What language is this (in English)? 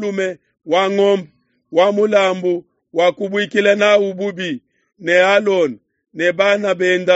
Luba-Lulua